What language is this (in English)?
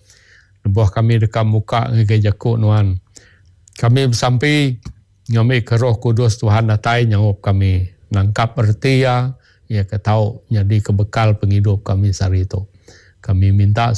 Iban